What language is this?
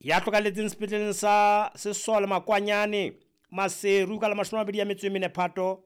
Southern Sotho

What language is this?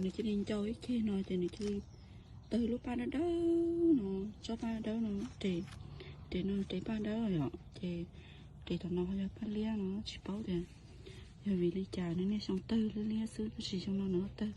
Hmong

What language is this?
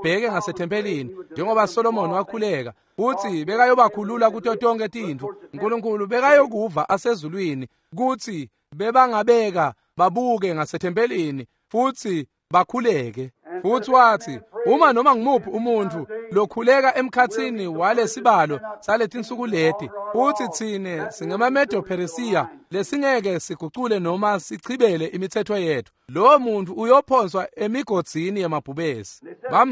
Swati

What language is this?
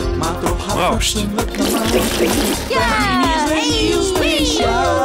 Western Frisian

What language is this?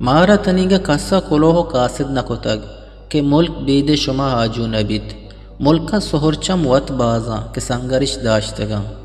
Eastern Balochi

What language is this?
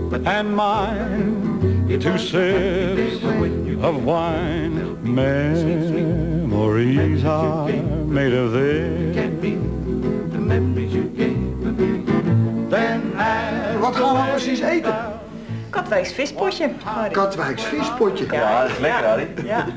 Dutch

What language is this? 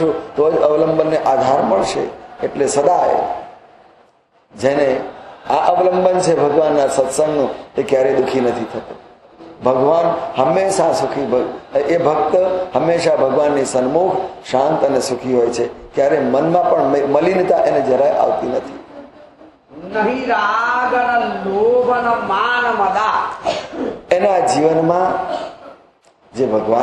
Gujarati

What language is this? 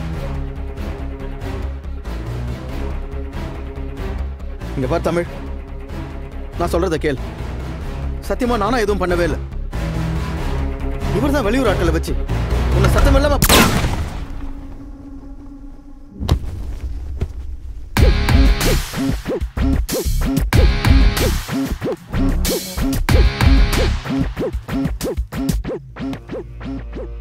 Tamil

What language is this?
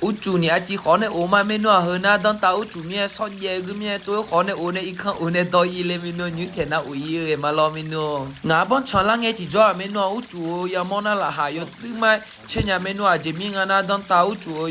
Akha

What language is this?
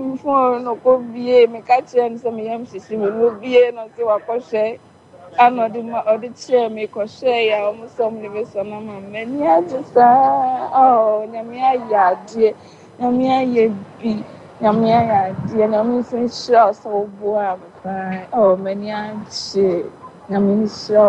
Akan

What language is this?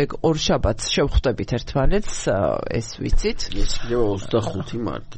Georgian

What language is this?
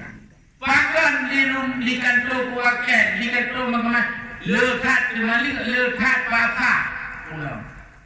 Achinese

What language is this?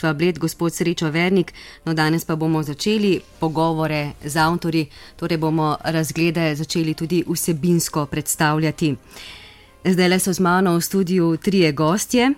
Slovenian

